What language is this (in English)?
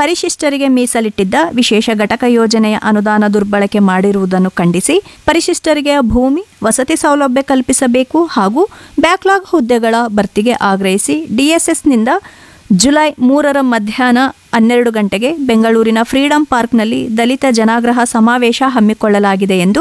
Kannada